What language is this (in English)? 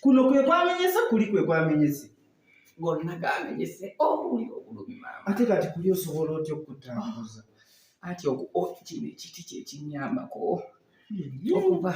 Ganda